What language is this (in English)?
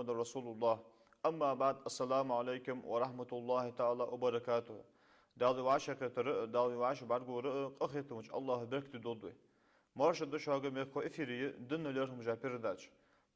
Ingush